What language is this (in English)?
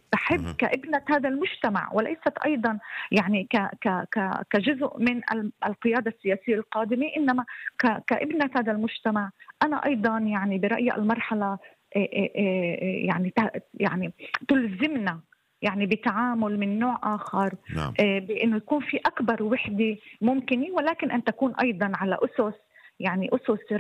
North Levantine Arabic